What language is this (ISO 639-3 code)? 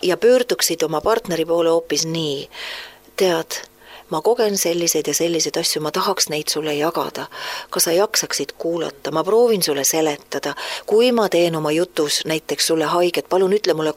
est